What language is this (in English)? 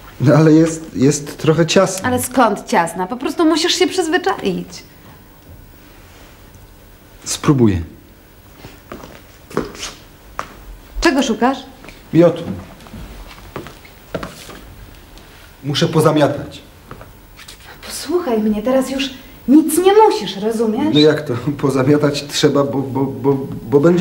Polish